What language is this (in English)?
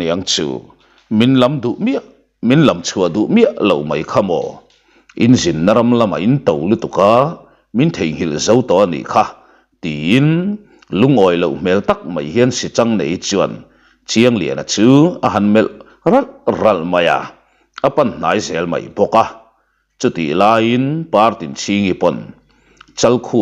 Mizo